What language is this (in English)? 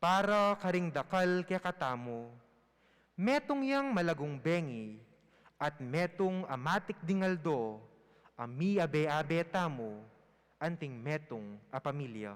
Pampanga